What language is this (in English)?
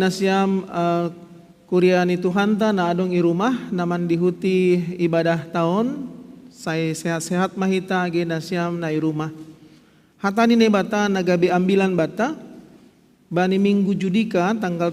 Batak Simalungun